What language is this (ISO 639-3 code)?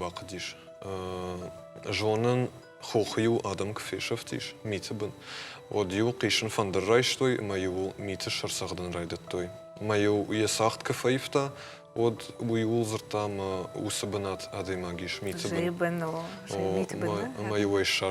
oss